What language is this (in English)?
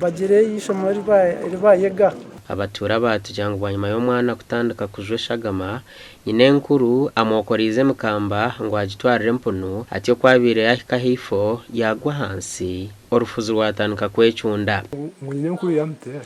Nyankole